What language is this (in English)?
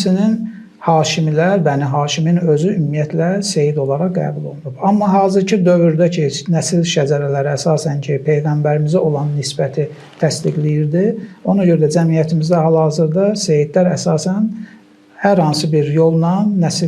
Azerbaijani